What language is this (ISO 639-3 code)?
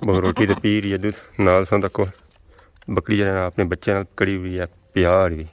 phr